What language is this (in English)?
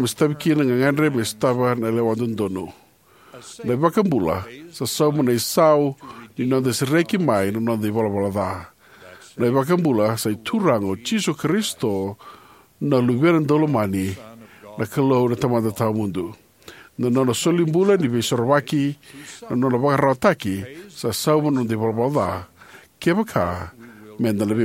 Fijian